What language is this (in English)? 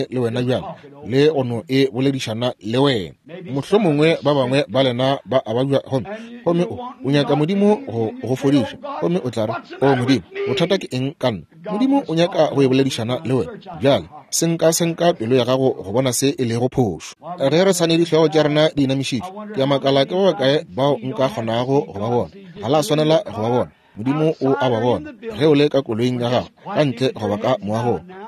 Northern Sotho